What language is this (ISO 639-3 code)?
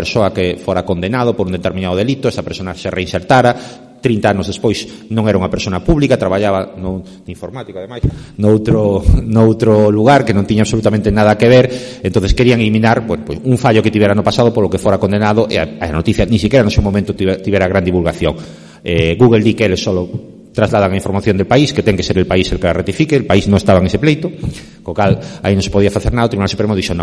glg